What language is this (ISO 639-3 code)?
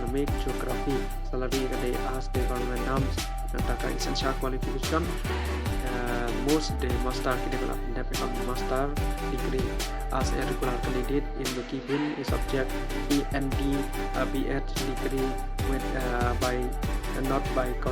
kha